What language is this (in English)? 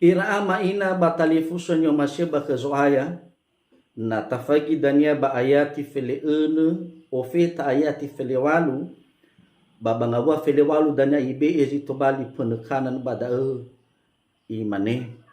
Nias